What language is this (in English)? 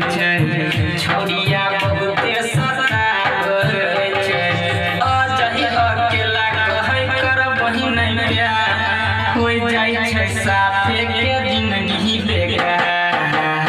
Maithili